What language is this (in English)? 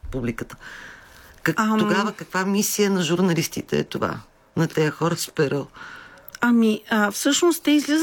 Bulgarian